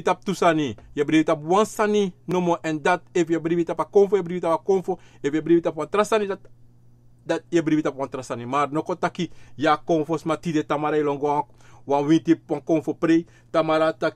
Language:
Sranan Tongo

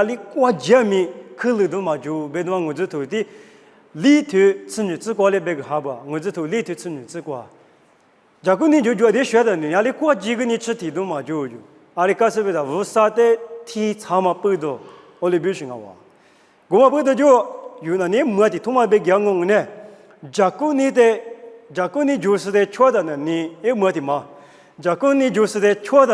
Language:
Lisu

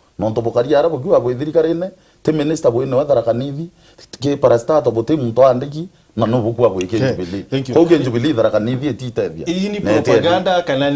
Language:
Meru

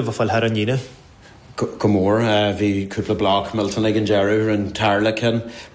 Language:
Irish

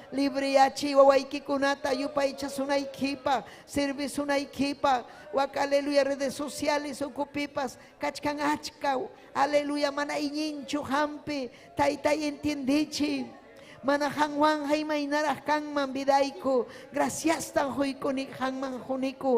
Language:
Ayacucho Quechua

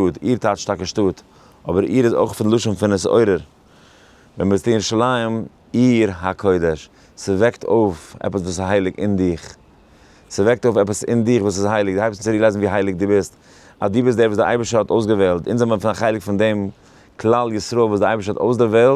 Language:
Yiddish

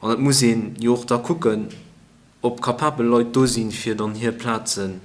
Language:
Luxembourgish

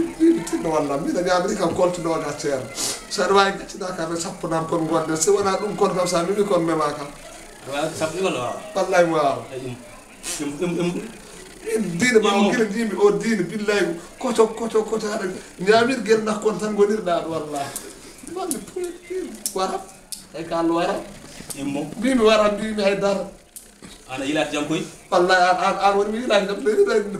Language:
Fula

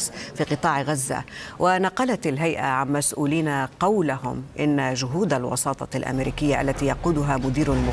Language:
Arabic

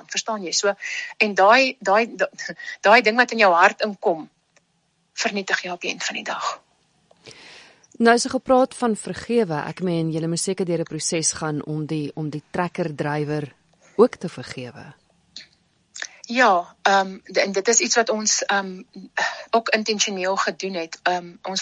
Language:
Afrikaans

